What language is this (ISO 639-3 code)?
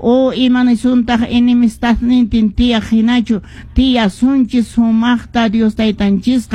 que